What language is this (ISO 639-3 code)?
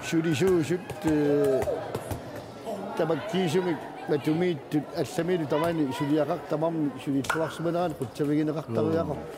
kal